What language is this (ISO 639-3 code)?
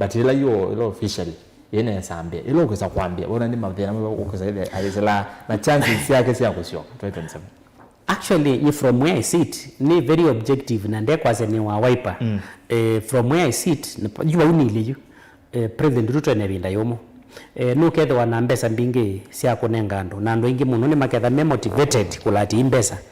kam